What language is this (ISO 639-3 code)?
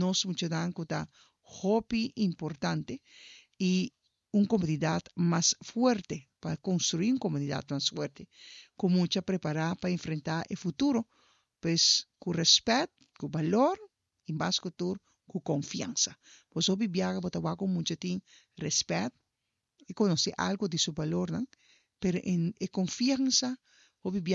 pap